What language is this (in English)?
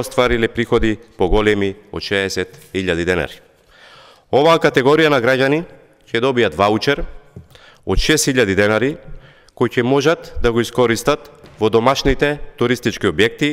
Macedonian